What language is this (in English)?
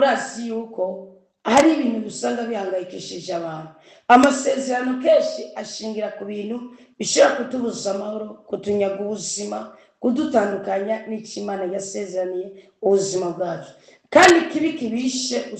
Rundi